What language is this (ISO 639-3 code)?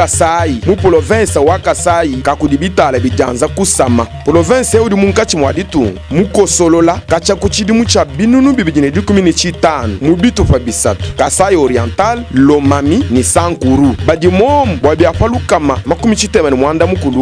lua